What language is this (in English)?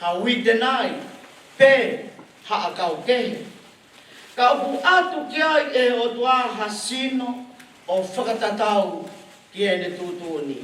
Tongan